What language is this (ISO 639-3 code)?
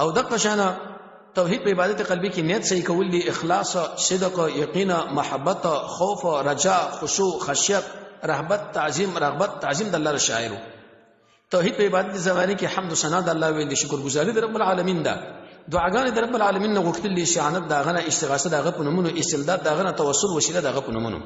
pus